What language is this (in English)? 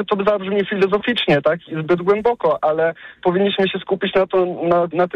Polish